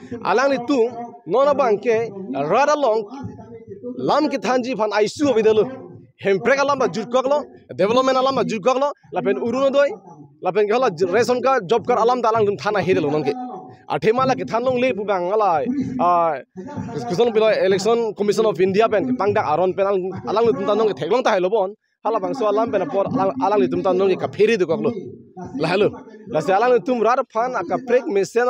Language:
Karbi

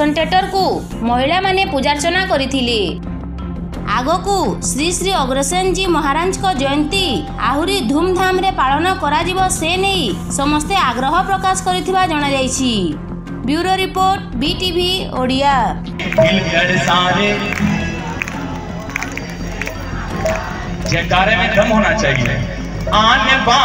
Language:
Odia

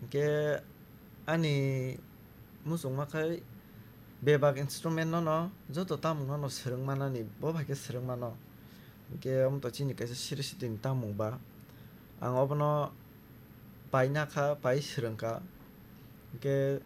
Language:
Kok Borok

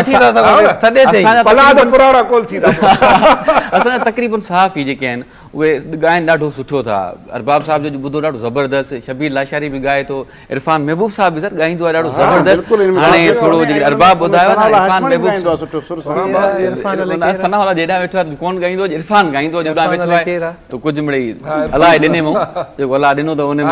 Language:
Sindhi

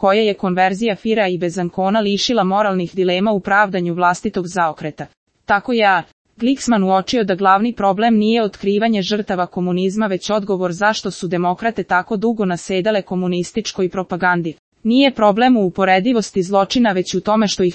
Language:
Serbian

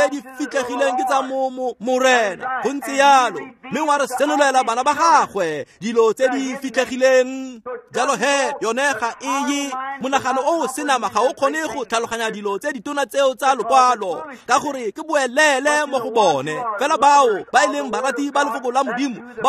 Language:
Tswana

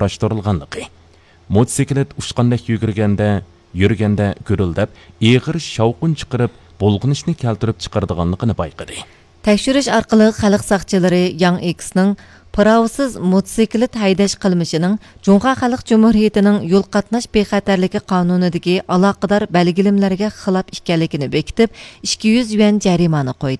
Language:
Uyghur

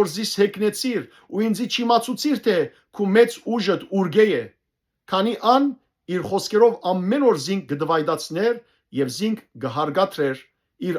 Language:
Western Armenian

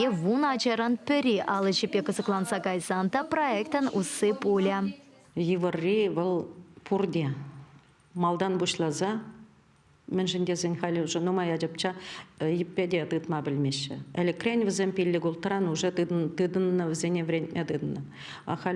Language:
Chuvash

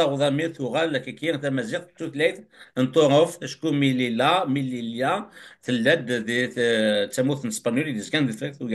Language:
Kabyle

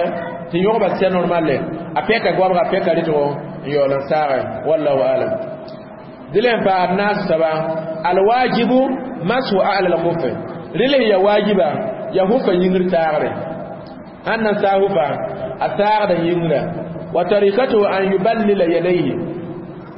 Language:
Mossi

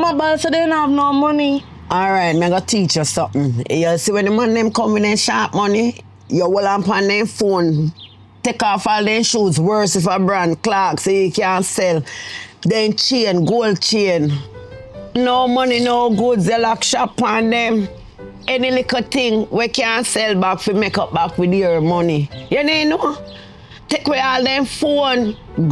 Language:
Jamaican Creole English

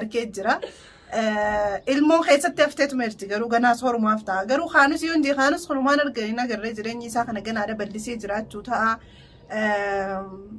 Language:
Oromo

